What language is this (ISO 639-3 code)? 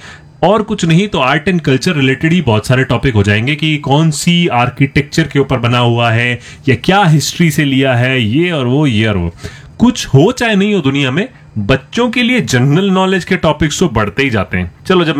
hin